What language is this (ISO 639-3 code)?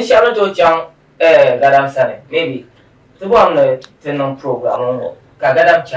dag